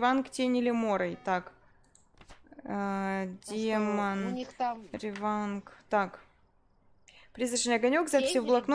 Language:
Russian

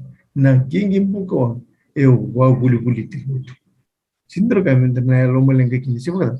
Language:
Fijian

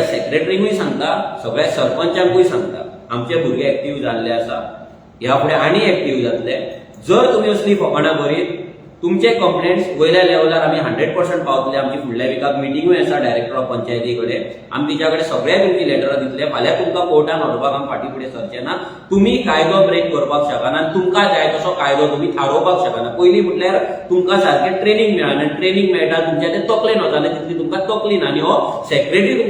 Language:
Konkani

